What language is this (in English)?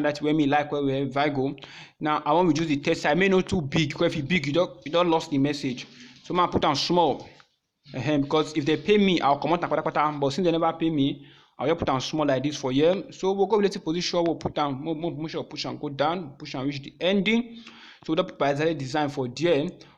Nigerian Pidgin